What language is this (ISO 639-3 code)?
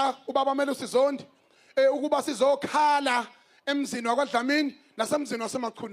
zul